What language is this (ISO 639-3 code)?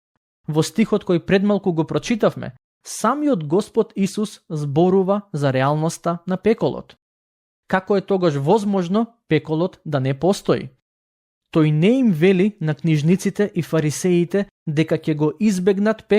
mkd